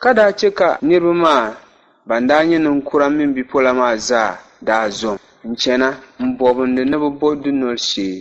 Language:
Dagbani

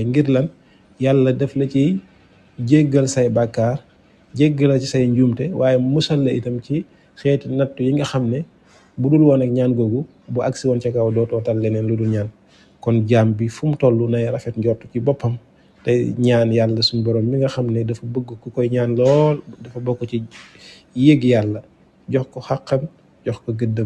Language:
Wolof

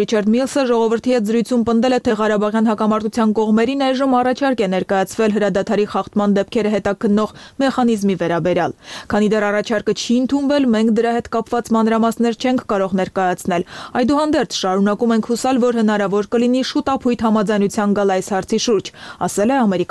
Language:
Armenian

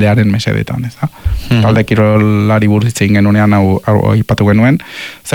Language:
Basque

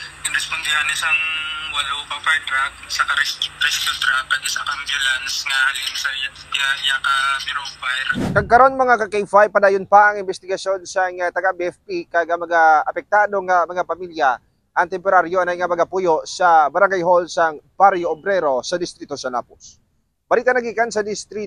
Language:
Hiligaynon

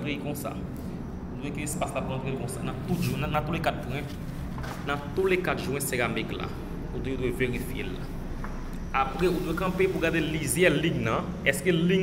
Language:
Haitian Creole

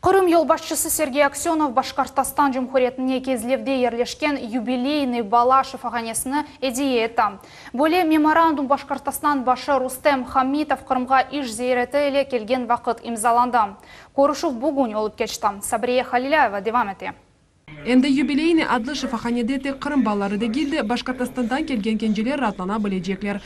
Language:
Crimean Tatar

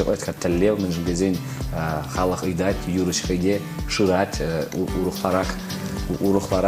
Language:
Chuvash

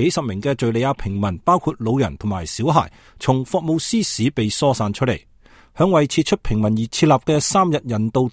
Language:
Cantonese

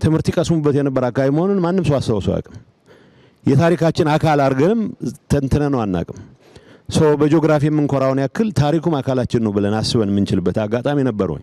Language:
Amharic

